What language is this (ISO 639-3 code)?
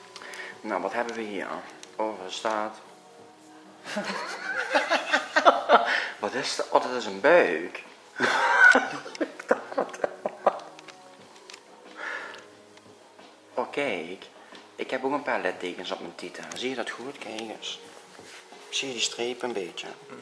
nld